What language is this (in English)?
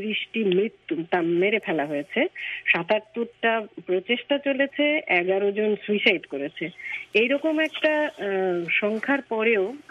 Bangla